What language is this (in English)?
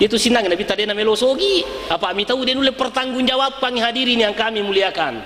Buginese